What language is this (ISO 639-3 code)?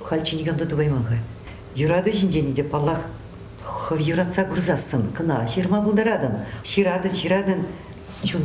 chv